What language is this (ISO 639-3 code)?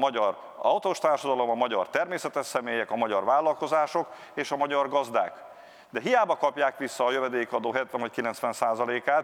hun